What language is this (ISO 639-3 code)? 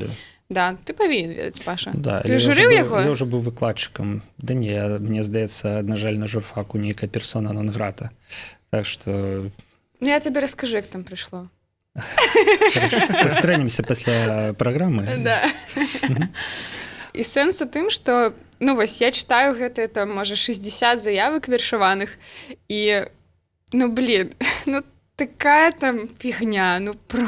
bel